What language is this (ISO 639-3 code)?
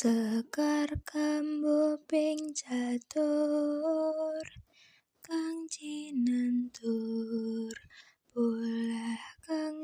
jav